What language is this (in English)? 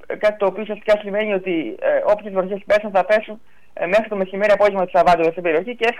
Greek